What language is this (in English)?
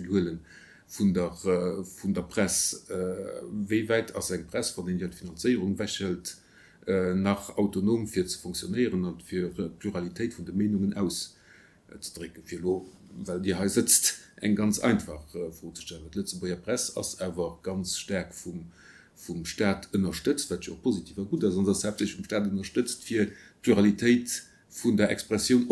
Luxembourgish